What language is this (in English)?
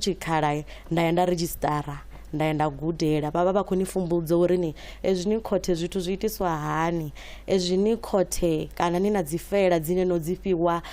Venda